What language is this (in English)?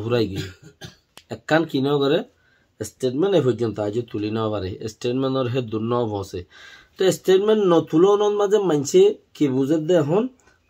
Rohingya